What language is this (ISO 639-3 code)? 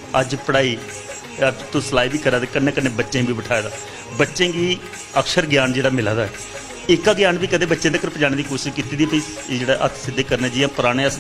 doi